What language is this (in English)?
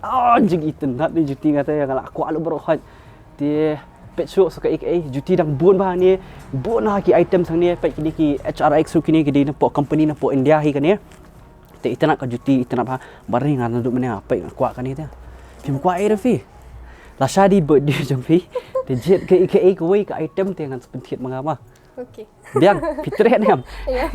Khasi